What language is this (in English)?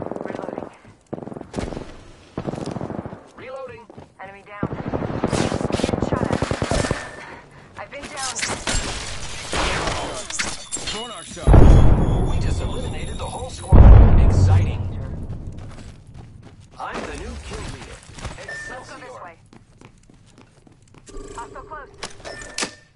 English